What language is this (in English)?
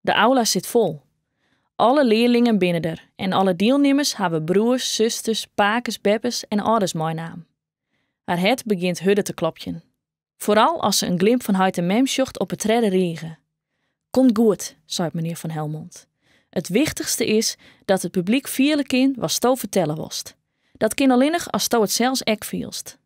Western Frisian